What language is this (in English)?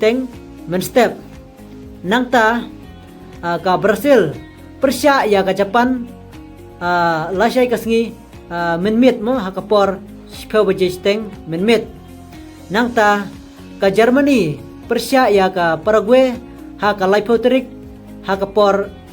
Khasi